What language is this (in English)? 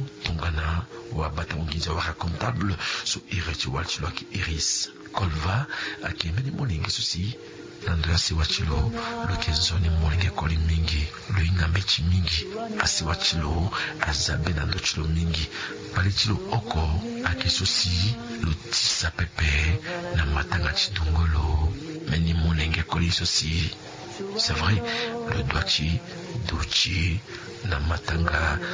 Sango